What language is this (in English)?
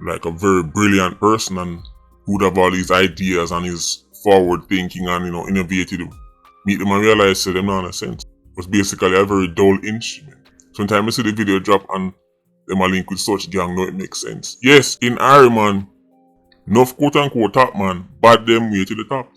Jamaican Creole English